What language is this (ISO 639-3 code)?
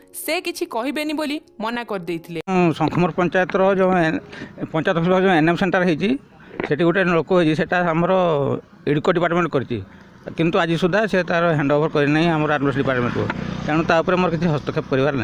ori